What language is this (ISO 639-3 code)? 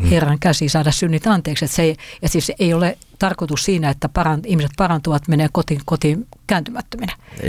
fin